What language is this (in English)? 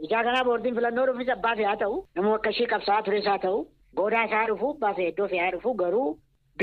Oromo